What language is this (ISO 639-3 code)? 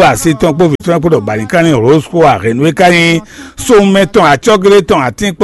fon